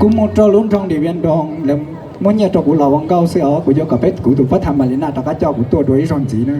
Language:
Hmong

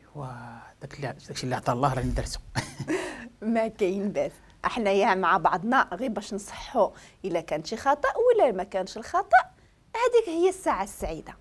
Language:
Moroccan Arabic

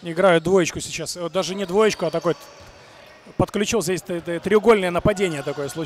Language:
Russian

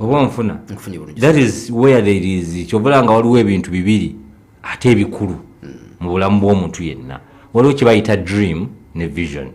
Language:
Ganda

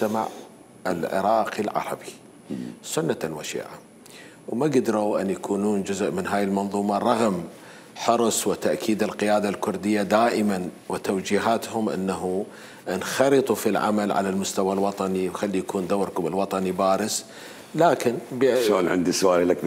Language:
Mesopotamian Arabic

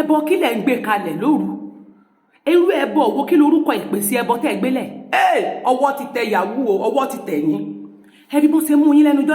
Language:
Yoruba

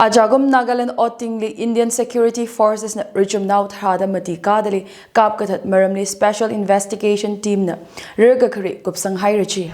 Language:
Tangkhul Naga (India)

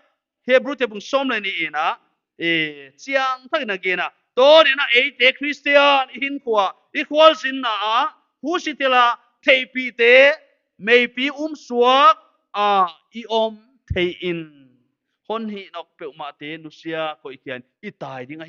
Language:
Paite Chin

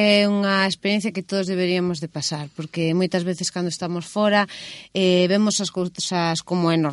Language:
Galician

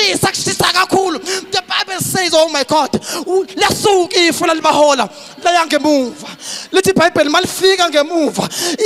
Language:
Zulu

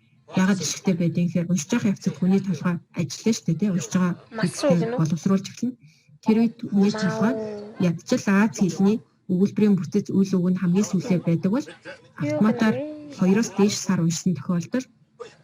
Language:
Mongolian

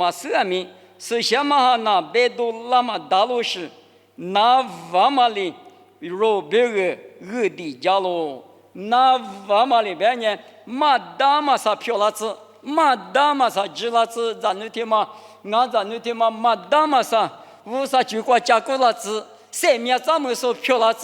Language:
Lisu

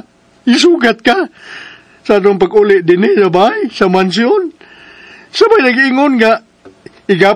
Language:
Cebuano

